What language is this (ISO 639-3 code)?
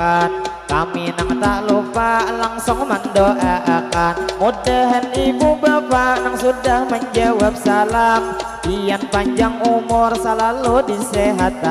bjn